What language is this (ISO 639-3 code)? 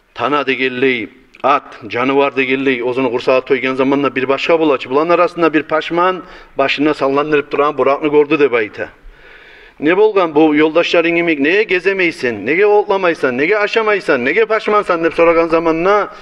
kum